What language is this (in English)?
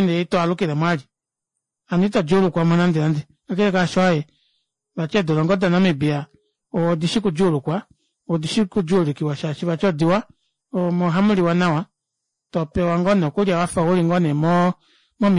Kuanyama